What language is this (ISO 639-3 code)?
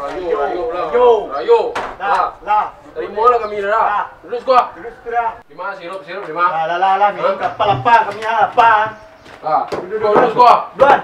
min